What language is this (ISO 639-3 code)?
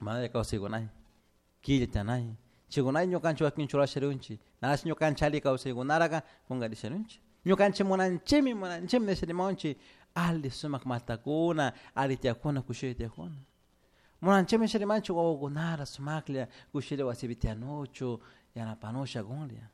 qug